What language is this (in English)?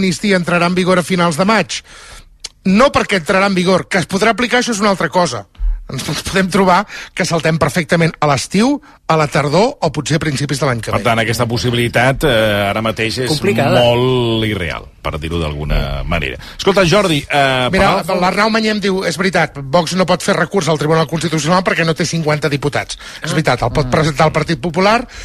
Catalan